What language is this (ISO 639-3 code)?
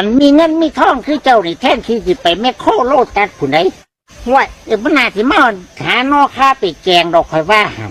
tts